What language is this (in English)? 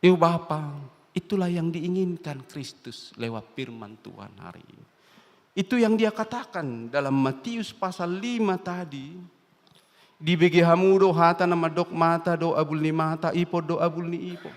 Batak Toba